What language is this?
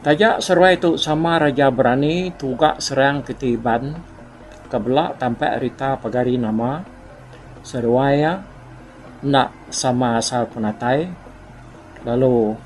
Iban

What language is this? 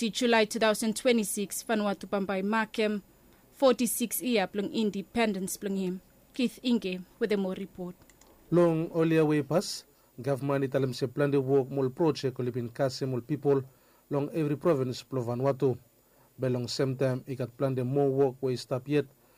Bislama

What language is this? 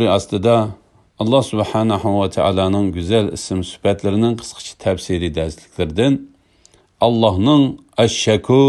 Uyghur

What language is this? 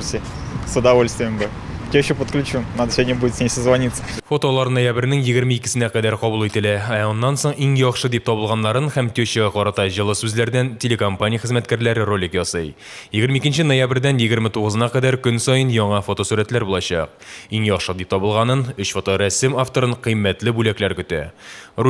Tatar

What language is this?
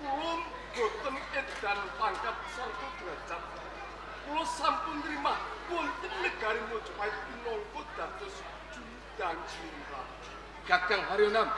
Javanese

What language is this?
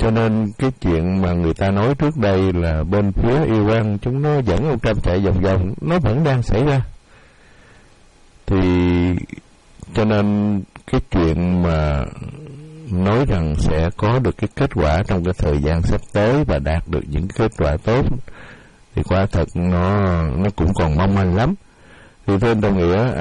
Vietnamese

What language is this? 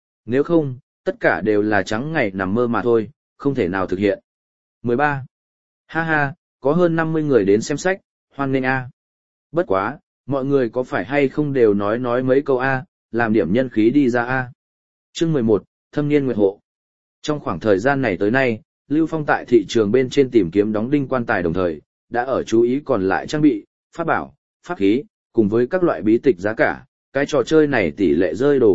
Vietnamese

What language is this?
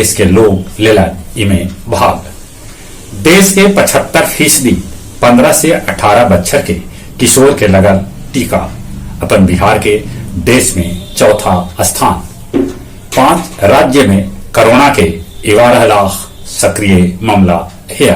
Magahi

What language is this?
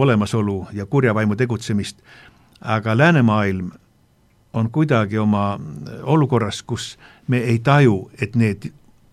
Estonian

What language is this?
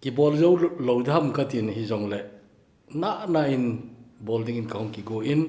Thado Chin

